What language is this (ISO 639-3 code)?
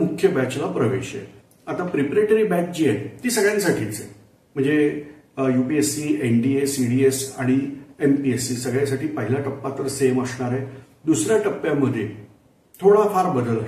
mar